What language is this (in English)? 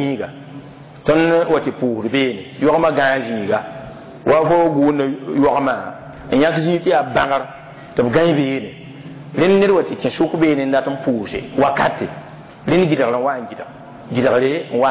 Mossi